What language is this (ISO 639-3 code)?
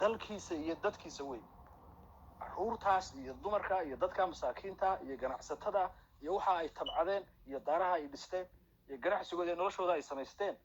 som